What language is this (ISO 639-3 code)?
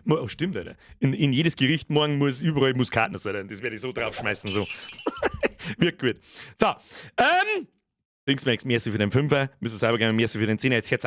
bar